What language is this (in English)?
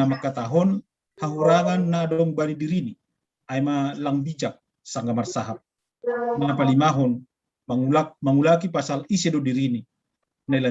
Batak Simalungun